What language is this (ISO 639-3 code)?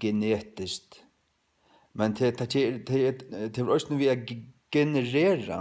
fao